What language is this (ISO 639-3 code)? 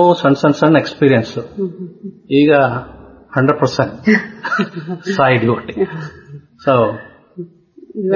kan